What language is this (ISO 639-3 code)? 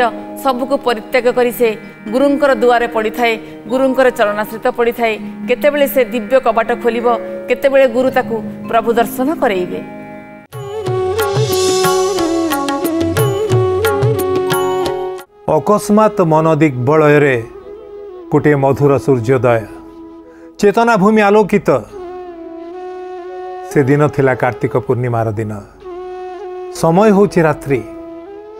ori